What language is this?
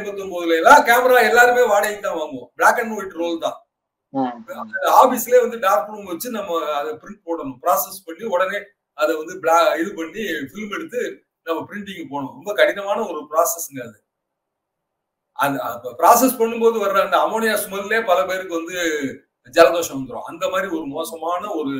Tamil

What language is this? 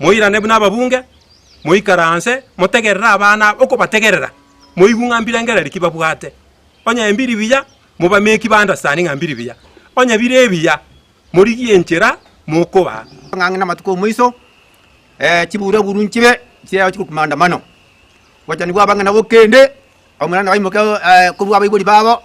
Gusii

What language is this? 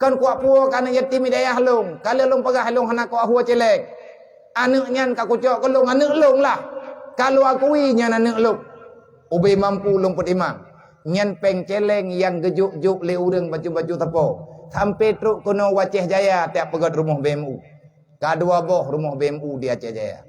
Achinese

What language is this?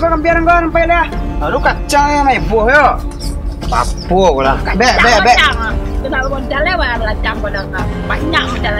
Minangkabau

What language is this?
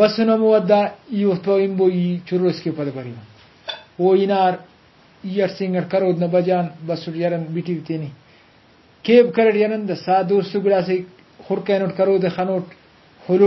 Brahui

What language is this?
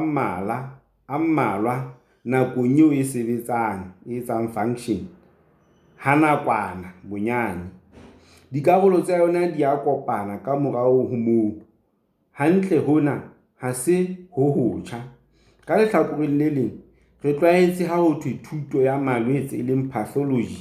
Southern Sotho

